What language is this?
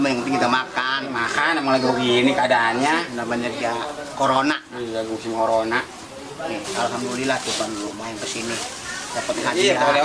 Betawi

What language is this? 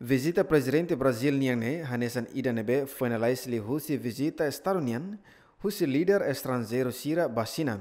Tetum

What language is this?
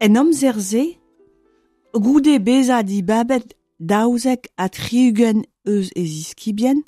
Breton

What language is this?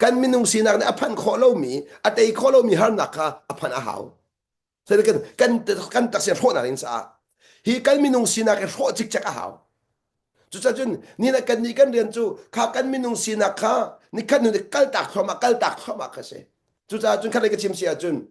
Hakha Chin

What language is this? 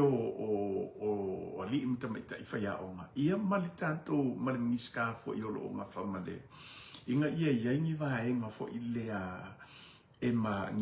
Samoan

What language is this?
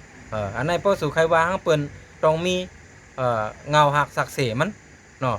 Shan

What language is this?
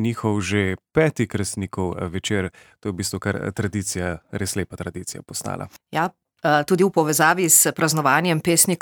Slovenian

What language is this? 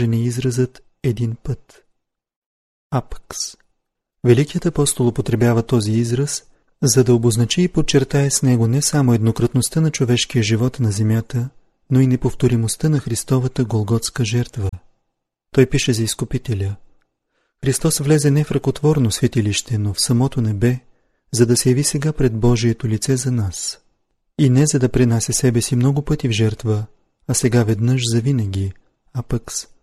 Bulgarian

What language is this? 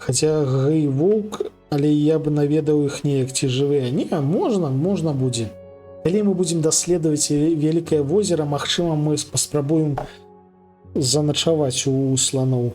Belarusian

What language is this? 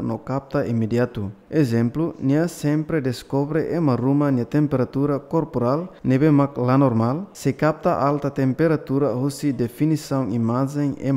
Tetum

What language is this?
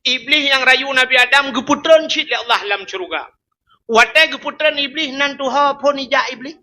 Achinese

